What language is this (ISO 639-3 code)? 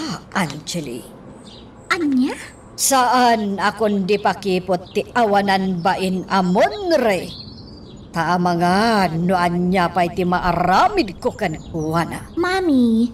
ilo